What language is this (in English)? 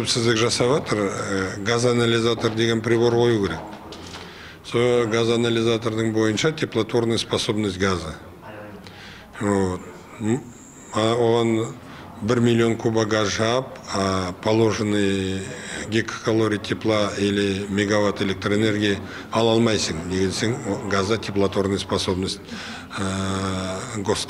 Kazakh